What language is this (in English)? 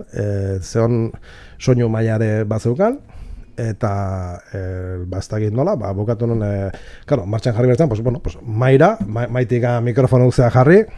Basque